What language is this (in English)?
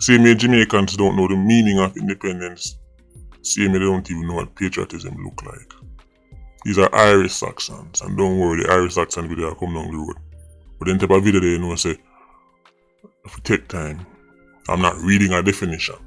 Jamaican Creole English